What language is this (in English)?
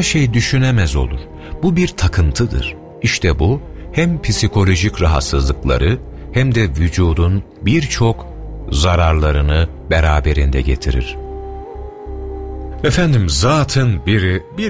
Turkish